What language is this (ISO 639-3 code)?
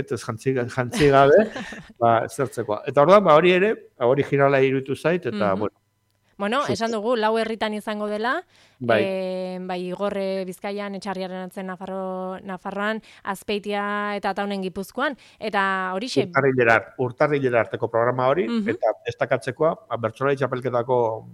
eus